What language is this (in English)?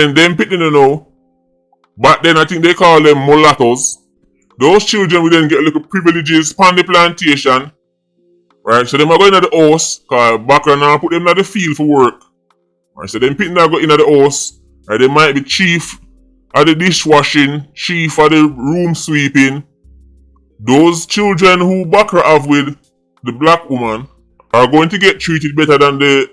Jamaican Creole English